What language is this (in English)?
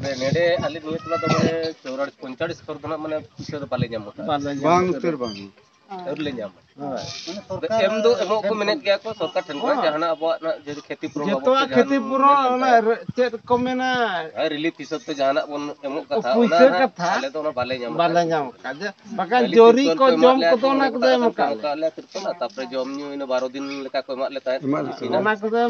Santali